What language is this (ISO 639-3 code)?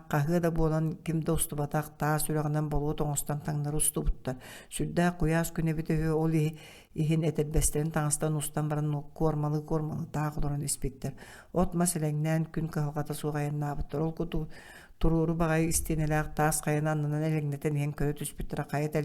sah